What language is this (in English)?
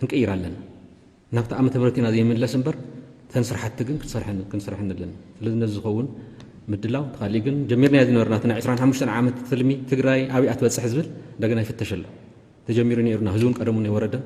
Tigrinya